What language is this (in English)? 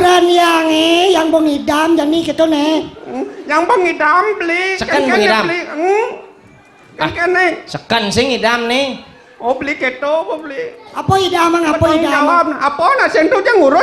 Balinese